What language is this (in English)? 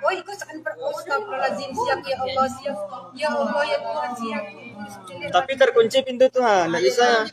Minangkabau